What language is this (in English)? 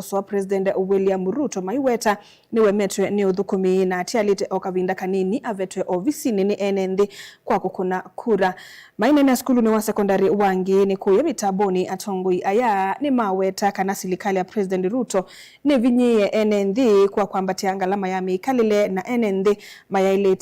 Kamba